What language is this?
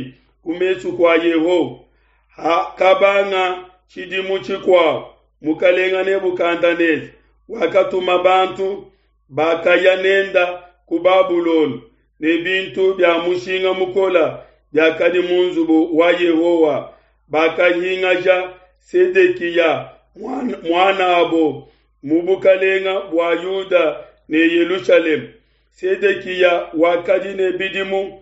Luba-Lulua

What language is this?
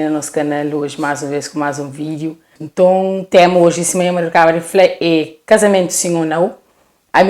Kabuverdianu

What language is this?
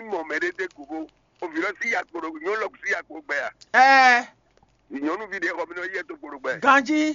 Fon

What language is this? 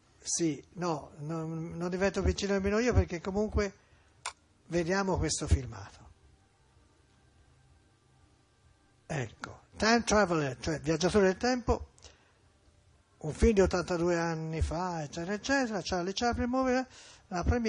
Italian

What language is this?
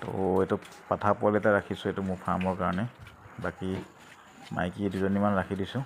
Assamese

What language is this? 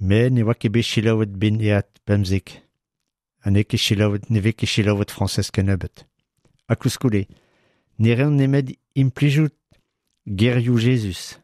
Breton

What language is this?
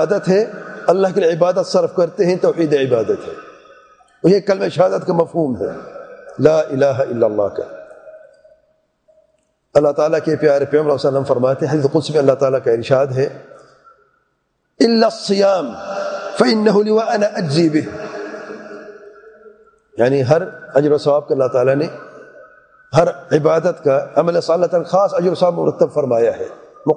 Urdu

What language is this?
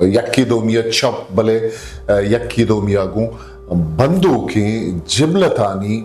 Eastern Balochi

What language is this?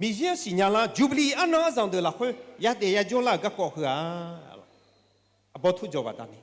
Akha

